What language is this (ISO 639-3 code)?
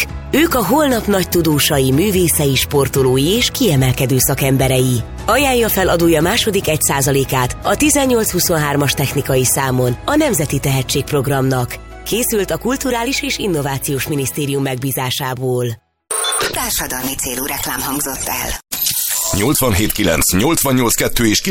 hun